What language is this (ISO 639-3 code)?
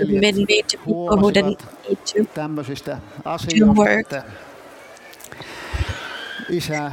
fin